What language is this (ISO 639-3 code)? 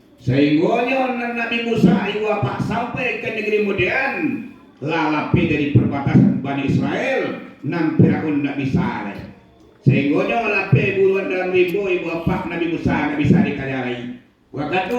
min